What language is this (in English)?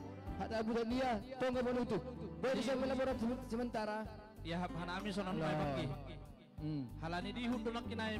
Batak Simalungun